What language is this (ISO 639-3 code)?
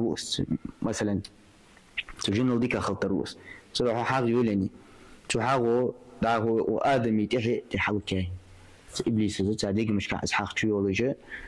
inh